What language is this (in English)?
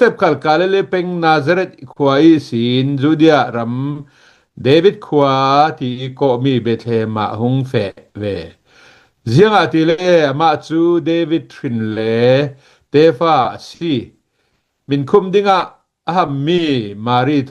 Hakha Chin